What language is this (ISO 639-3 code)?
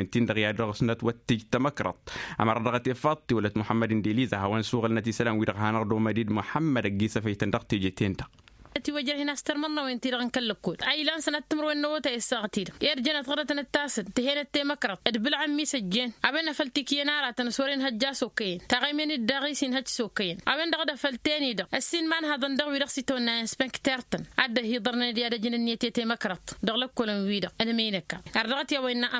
taq